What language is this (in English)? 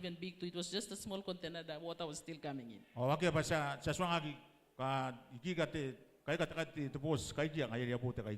Gilbertese